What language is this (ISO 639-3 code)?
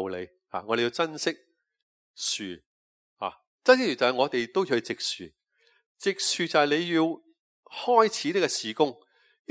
yue